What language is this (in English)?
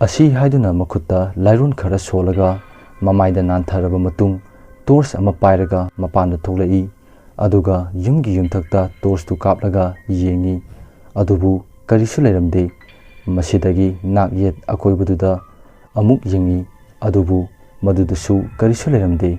Manipuri